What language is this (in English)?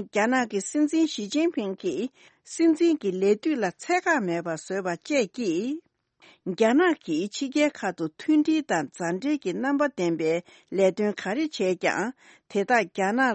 Tibetan